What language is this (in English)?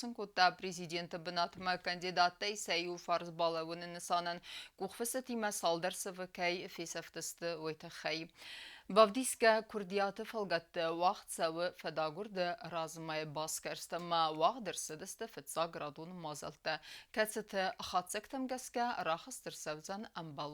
Ossetic